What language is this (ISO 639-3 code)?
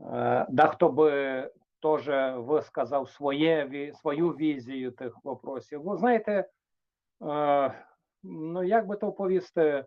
rue